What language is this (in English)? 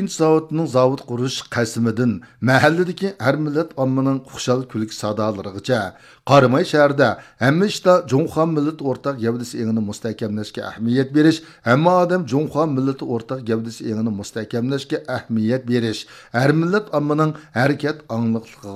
Uyghur